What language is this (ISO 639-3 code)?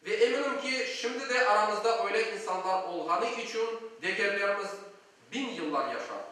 crh